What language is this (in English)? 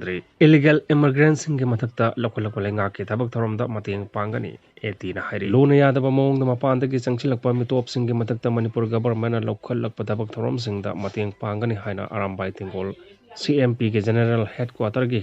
Manipuri